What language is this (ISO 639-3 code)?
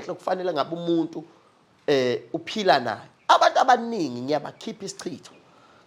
zul